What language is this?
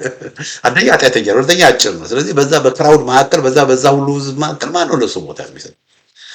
Amharic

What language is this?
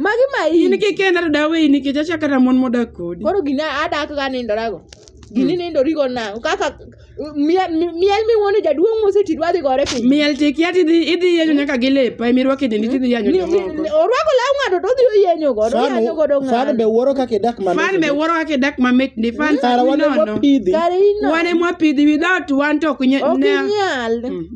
Luo (Kenya and Tanzania)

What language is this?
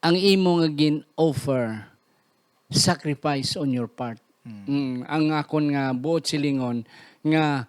Hiligaynon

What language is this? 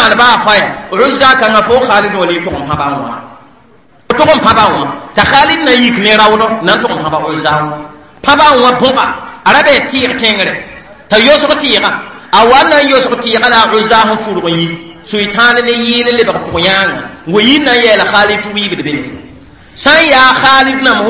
Mossi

